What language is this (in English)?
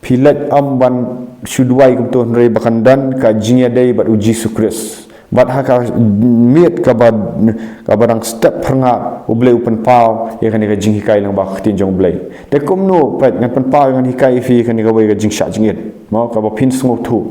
Khasi